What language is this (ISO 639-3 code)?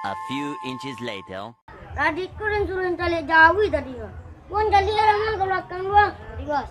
min